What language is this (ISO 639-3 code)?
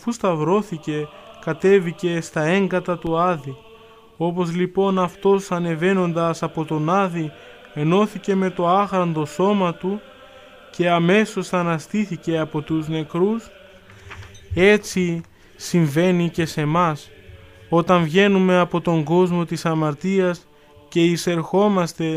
ell